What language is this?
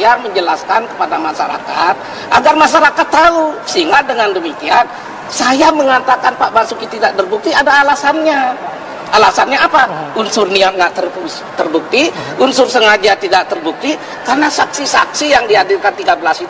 Indonesian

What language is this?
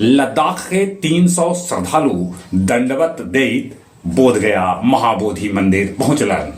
Magahi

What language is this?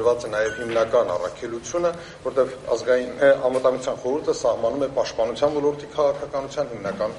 Armenian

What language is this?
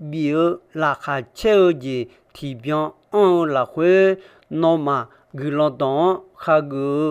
Akha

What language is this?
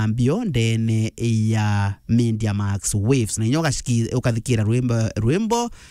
Meru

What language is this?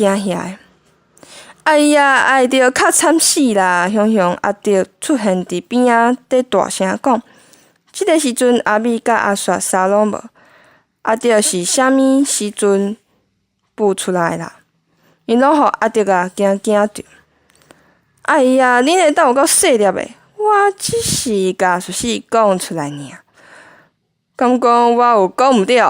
Min Nan Chinese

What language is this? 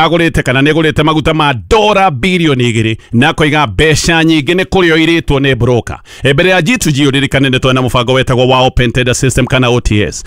Kikuyu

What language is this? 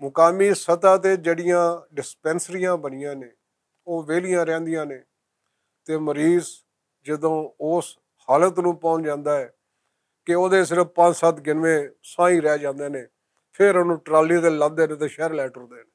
Western Panjabi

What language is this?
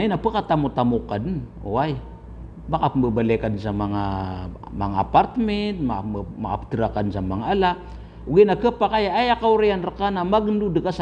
Maranao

